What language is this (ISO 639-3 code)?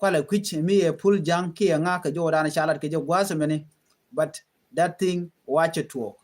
nus